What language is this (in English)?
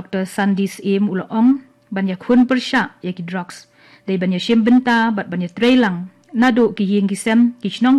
Khasi